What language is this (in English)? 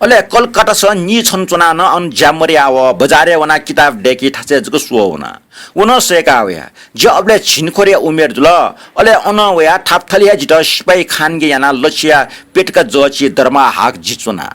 Newari